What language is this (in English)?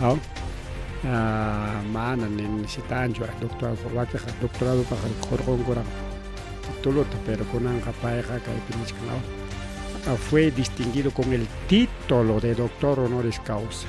Ayacucho Quechua